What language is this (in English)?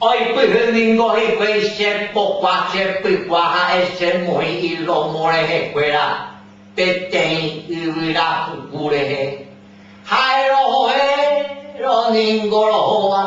Guarani